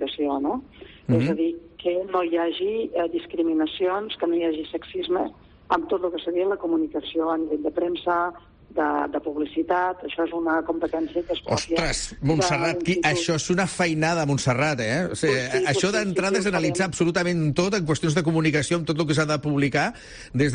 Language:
Catalan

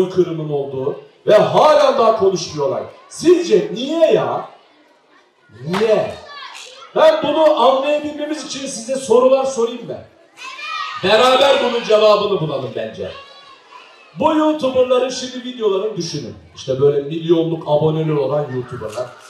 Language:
Turkish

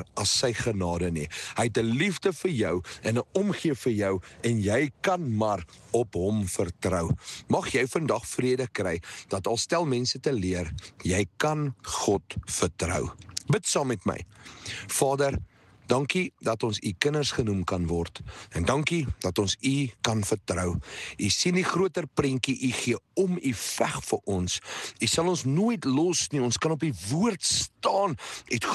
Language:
Afrikaans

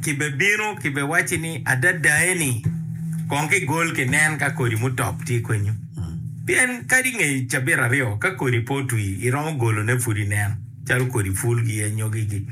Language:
Acoli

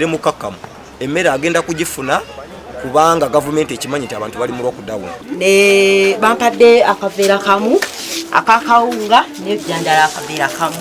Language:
Ganda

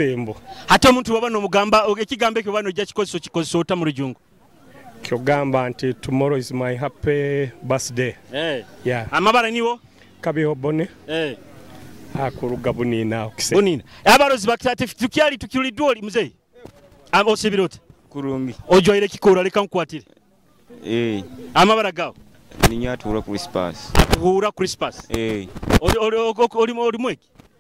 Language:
Nyoro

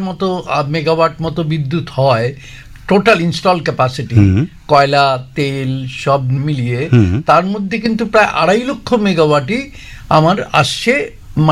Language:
Bangla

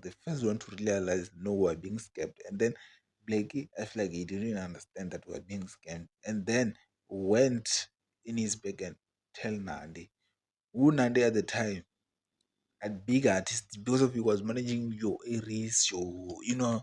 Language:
Venda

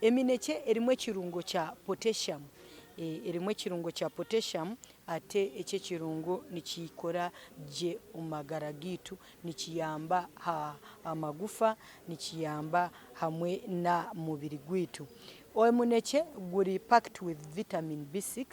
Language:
Nyankole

